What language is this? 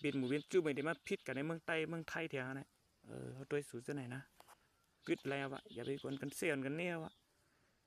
Shan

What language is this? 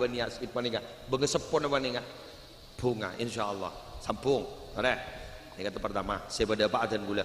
Madurese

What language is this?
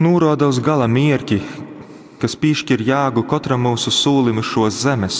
Latgalian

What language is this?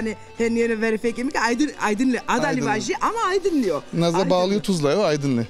Zaza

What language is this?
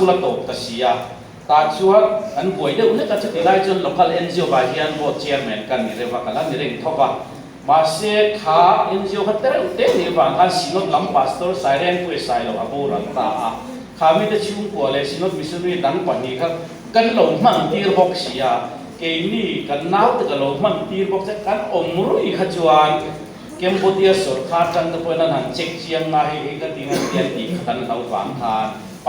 Mizo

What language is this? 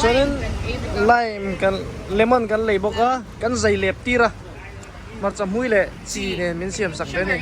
Mizo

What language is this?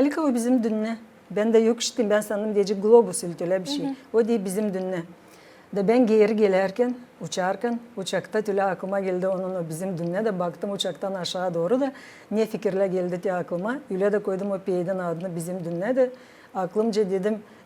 Gagauz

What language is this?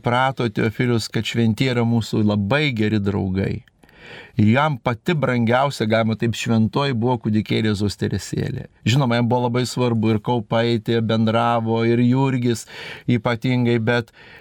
Lithuanian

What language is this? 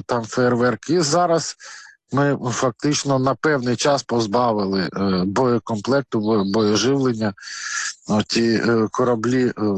Ukrainian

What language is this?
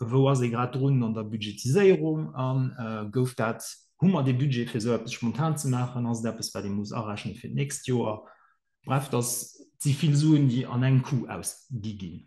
Luxembourgish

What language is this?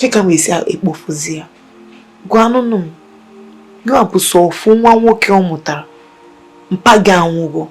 Igbo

